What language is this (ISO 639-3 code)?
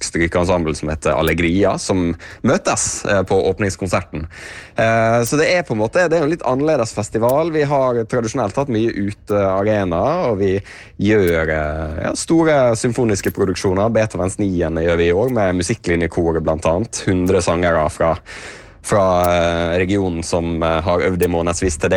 nor